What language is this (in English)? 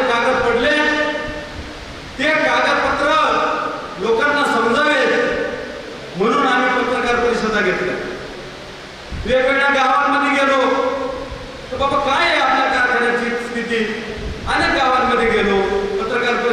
Marathi